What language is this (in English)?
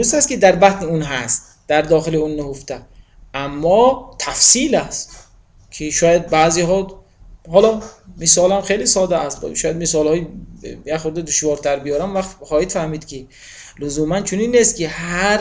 Tajik